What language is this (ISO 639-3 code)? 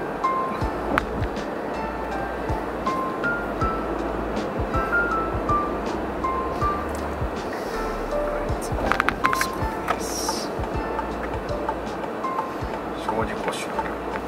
jpn